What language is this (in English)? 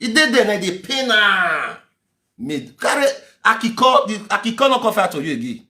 Nigerian Pidgin